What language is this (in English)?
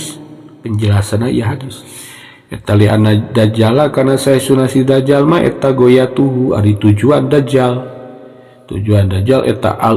Sundanese